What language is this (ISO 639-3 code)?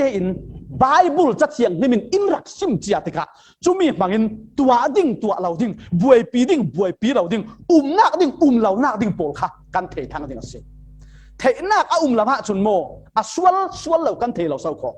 cfm